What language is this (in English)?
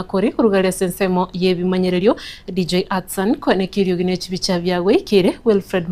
Gusii